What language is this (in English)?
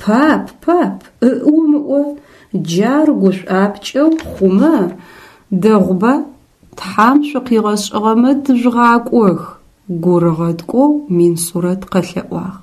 Adyghe